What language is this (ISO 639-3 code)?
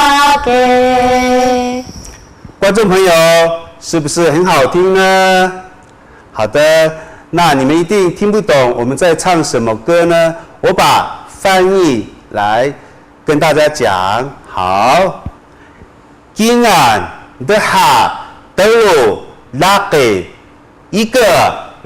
trv